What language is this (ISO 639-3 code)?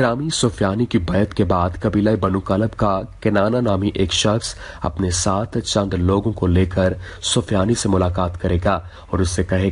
urd